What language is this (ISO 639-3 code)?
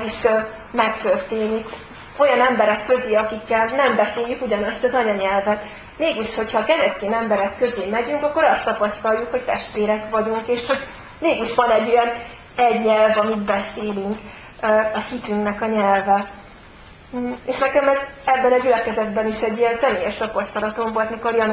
hun